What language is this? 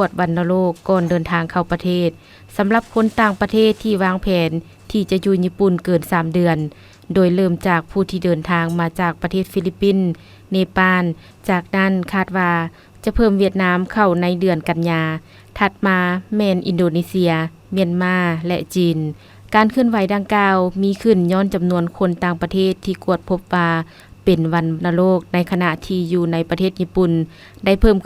Lao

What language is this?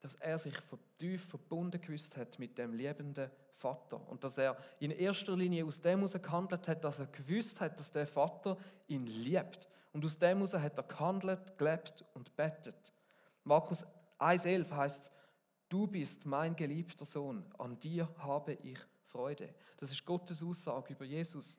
Swiss German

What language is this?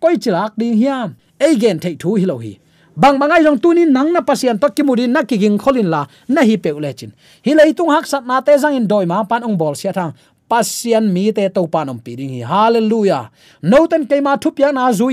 Tedim Chin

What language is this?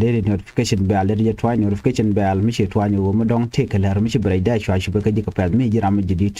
Nuer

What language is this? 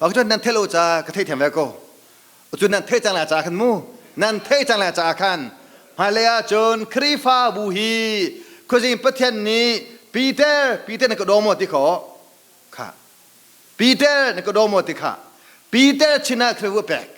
Hakha Chin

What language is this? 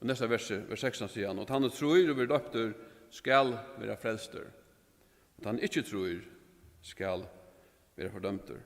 Faroese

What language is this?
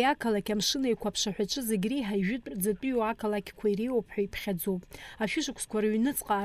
Abkhazian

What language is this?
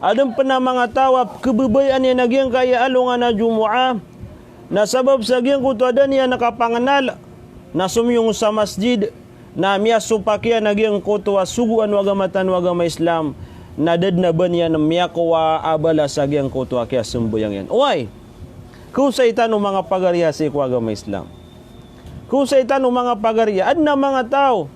Maranao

